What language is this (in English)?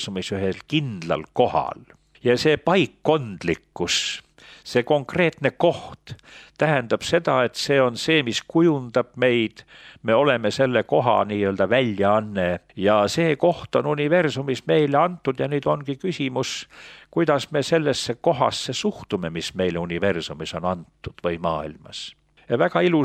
Estonian